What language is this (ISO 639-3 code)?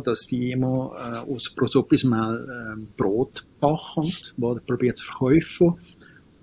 deu